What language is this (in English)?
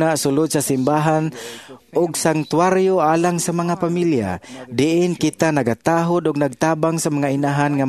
Cebuano